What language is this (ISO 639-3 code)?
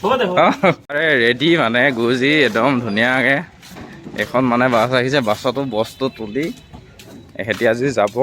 asm